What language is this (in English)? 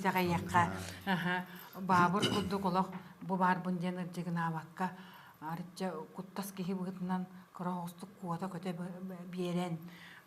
Yakut